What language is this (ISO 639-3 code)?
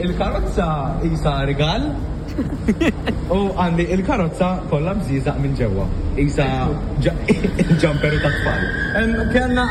mlt